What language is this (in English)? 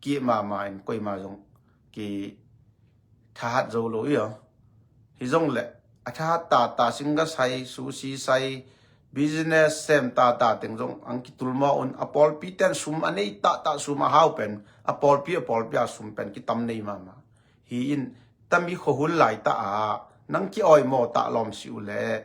Tedim Chin